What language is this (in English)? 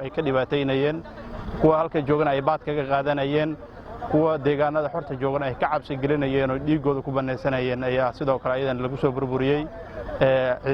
Somali